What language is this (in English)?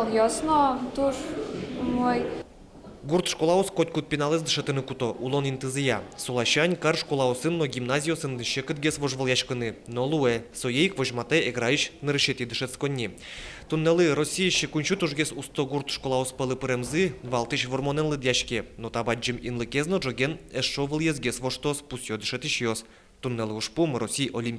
Udmurt